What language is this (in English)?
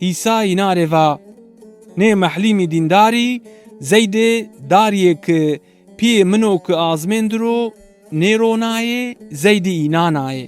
Zaza